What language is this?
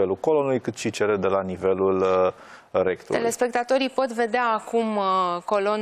Romanian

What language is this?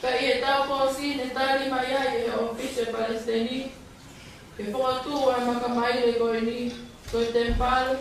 Tongan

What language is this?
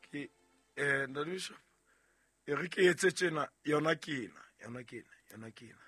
Southern Sotho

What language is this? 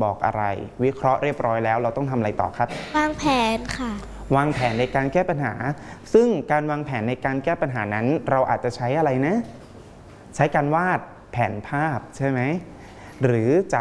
Thai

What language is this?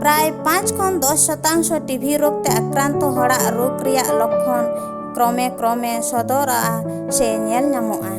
Santali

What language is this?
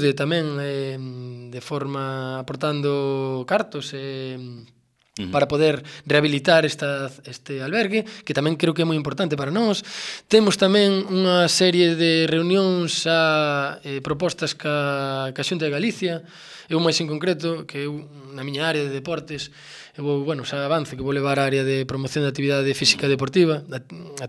Galician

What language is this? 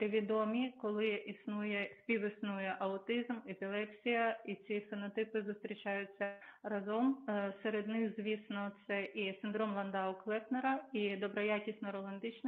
Ukrainian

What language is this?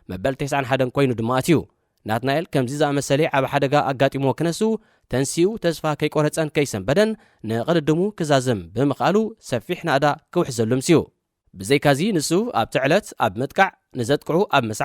Tigrinya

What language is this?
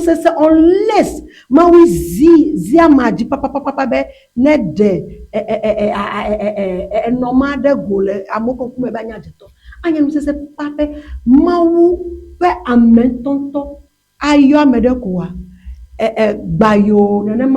Ewe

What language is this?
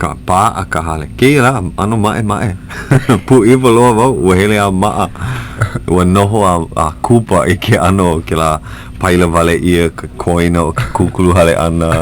Hawaiian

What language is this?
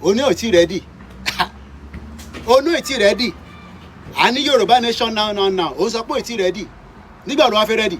Yoruba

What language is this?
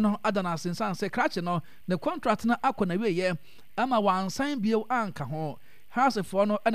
Akan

